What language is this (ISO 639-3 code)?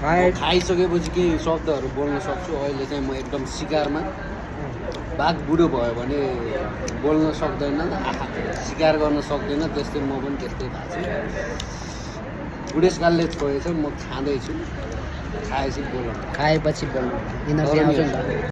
nep